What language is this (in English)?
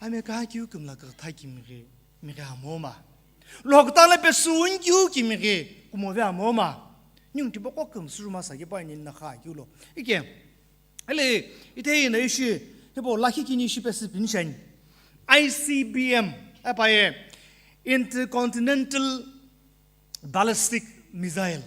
Sumi Naga